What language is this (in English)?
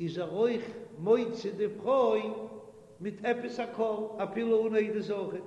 Yiddish